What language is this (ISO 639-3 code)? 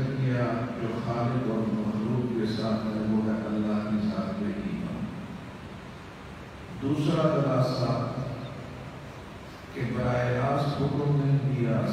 urd